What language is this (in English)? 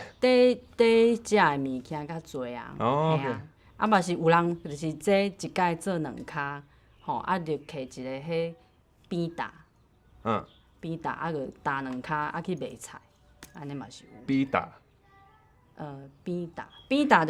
Min Nan Chinese